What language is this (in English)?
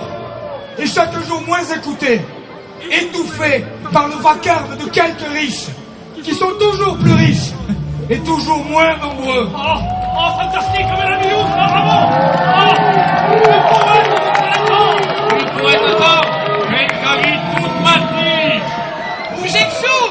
Occitan